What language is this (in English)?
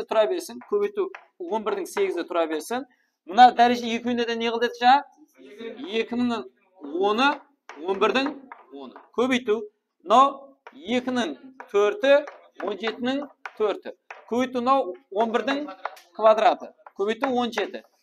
Kara-Kalpak